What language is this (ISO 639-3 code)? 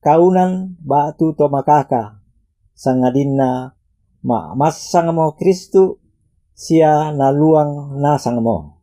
sda